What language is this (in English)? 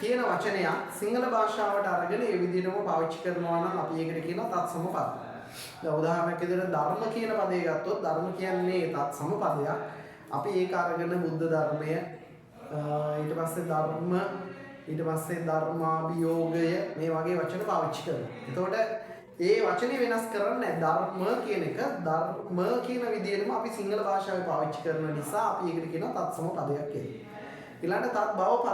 Sinhala